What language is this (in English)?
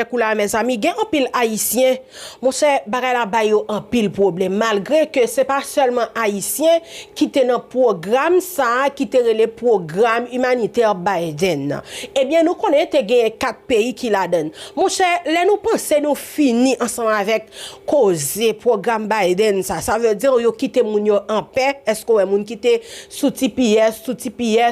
Haitian Creole